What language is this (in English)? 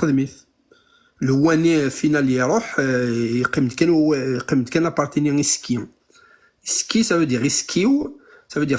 Kabyle